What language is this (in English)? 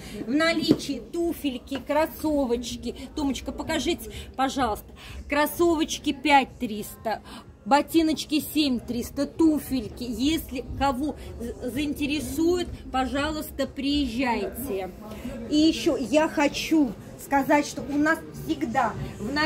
Russian